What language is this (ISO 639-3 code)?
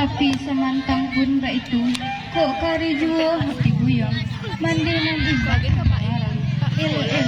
min